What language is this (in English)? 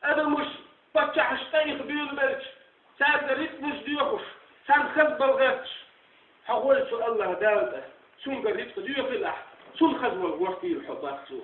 Chechen